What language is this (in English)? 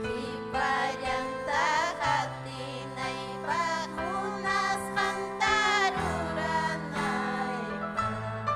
Ayacucho Quechua